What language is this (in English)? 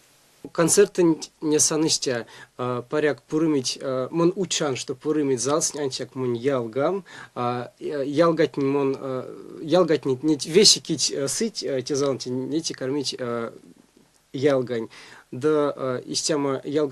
Erzya